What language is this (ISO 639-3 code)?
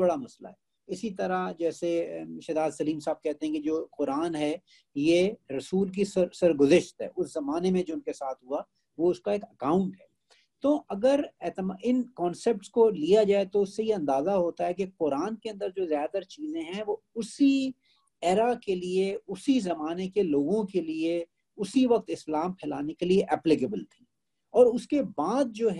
urd